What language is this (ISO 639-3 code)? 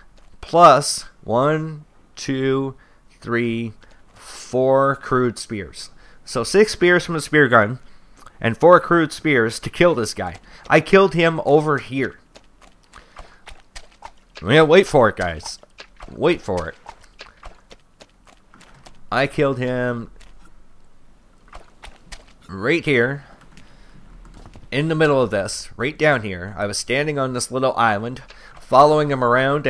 eng